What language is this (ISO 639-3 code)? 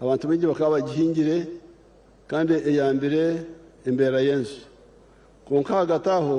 nyn